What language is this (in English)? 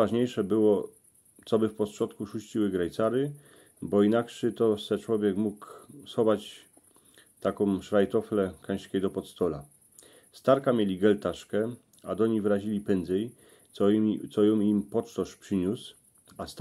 Silesian